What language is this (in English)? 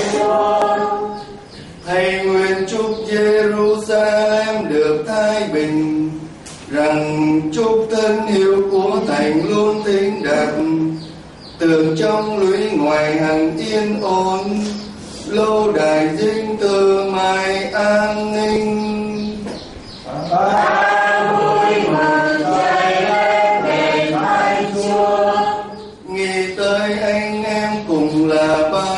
Vietnamese